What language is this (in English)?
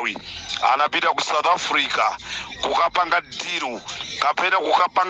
Nyanja